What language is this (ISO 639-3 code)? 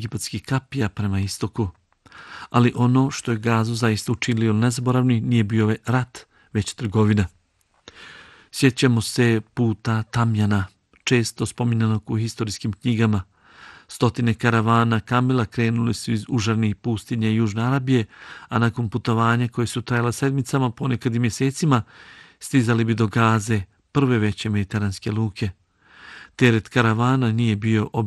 bos